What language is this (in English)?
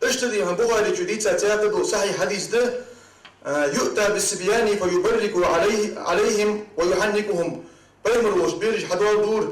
Ingush